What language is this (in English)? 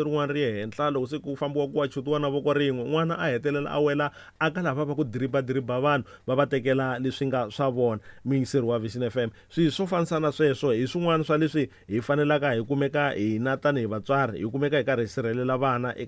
Tsonga